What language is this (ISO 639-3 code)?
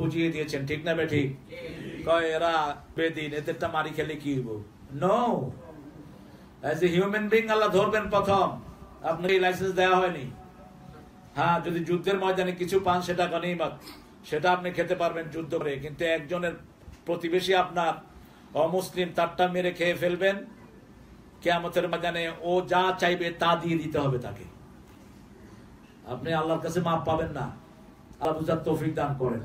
ben